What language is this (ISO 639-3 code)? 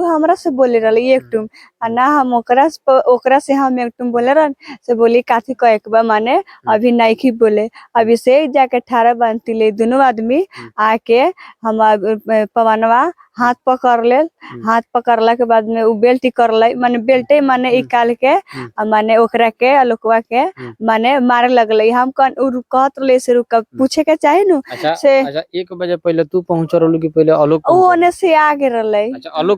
bho